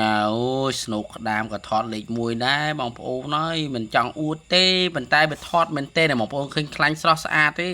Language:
Khmer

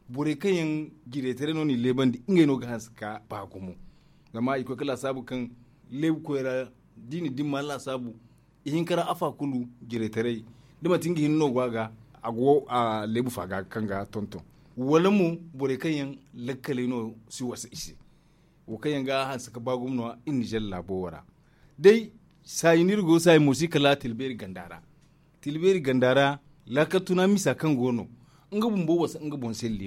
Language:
Zarma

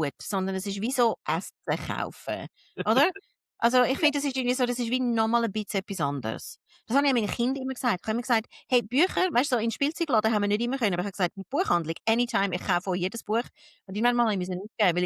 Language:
Swiss German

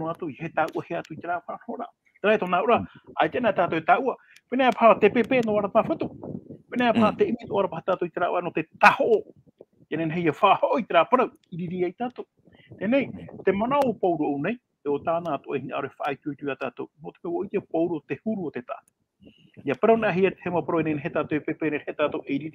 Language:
Tahitian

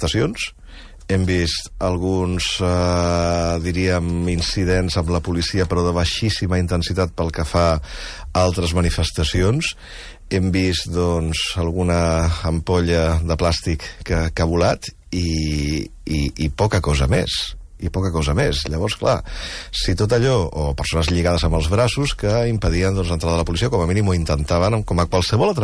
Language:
Catalan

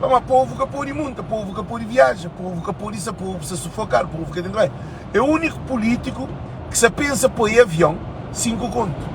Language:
Kabuverdianu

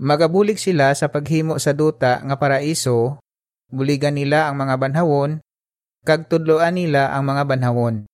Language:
Hiligaynon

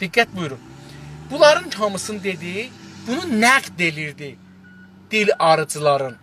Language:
South Azerbaijani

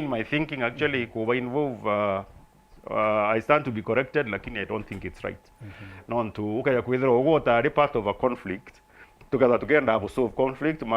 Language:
Meru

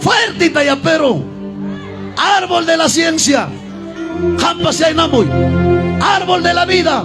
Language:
Ayacucho Quechua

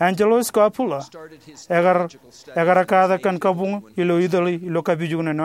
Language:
Marshallese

